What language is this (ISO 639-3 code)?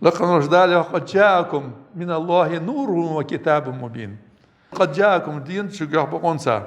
inh